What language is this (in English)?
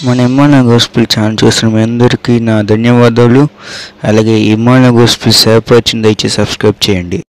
Telugu